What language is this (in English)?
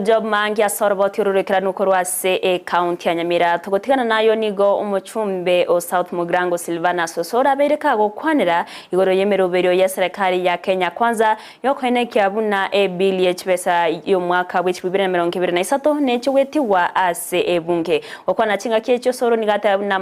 Gusii